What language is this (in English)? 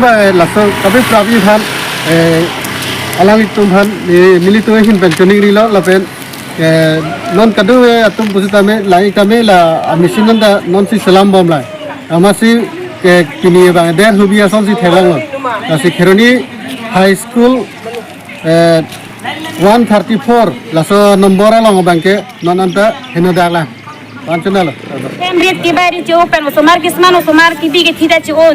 Karbi